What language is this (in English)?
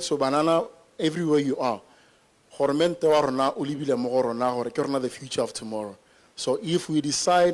Tswana